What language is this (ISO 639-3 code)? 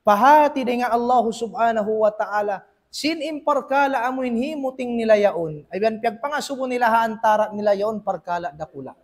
tsg